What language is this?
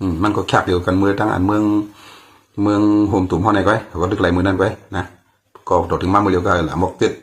Shan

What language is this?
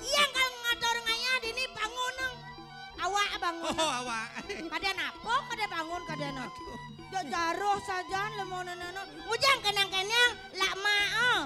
Balinese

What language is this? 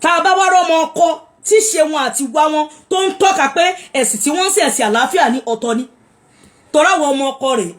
Yoruba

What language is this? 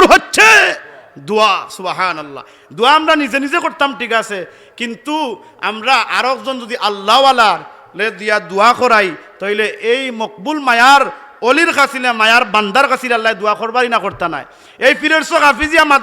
Sylheti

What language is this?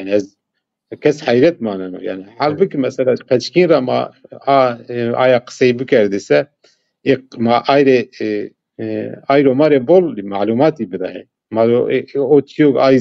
Zaza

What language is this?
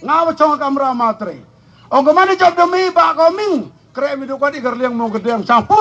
Khasi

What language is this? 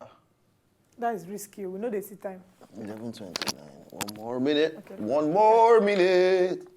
Nigerian Pidgin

